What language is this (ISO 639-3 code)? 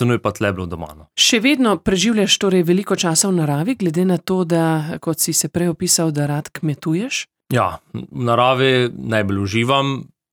slv